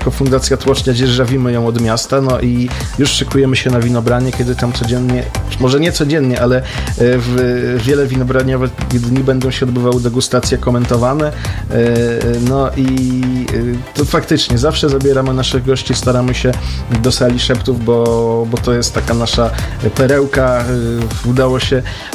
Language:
Polish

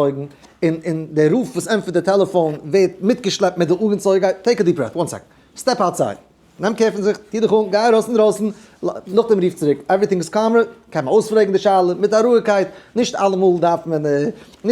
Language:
Yiddish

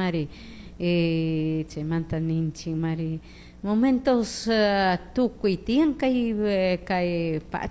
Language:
Chimborazo Highland Quichua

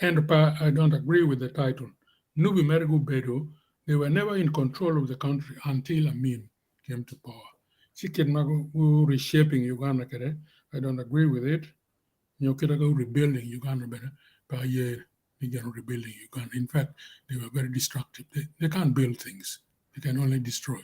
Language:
Acoli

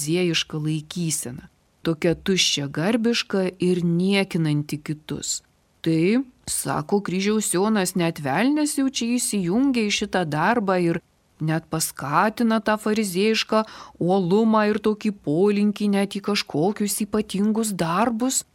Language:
Lithuanian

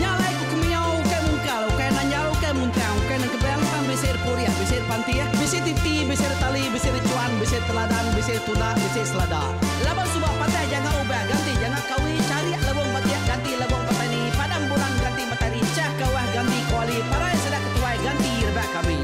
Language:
Iban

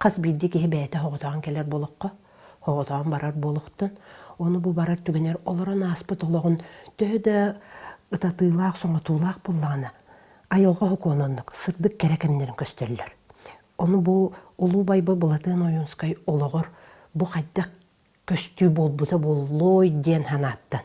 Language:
Yakut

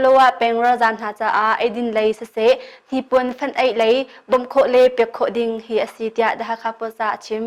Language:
Hakha Chin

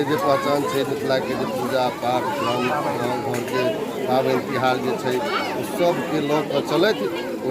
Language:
Maithili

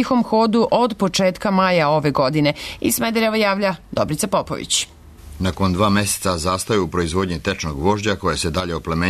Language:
Serbian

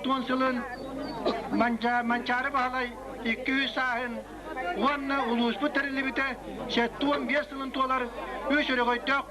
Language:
Yakut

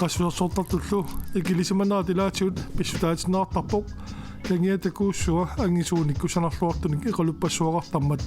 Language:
Kalaallisut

